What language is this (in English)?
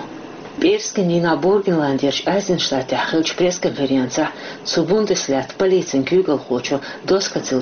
Chechen